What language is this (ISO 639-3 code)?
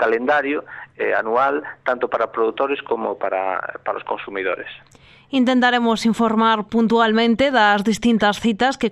glg